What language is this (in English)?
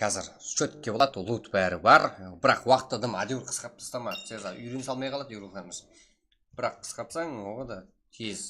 Kara-Kalpak